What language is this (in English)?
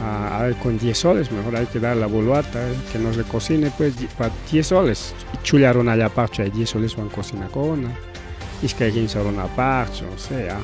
Ayacucho Quechua